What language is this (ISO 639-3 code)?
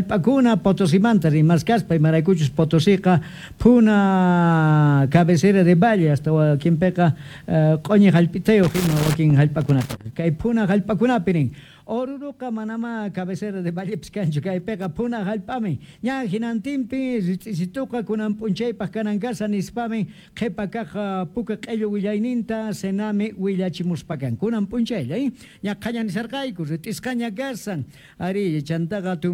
que